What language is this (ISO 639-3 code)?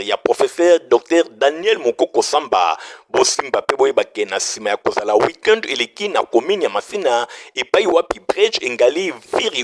lin